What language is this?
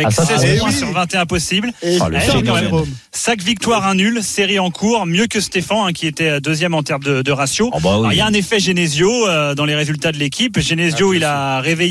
French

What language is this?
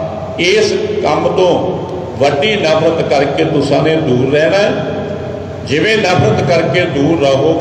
Punjabi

